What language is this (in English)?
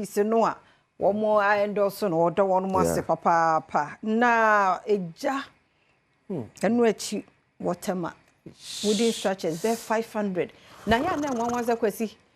Akan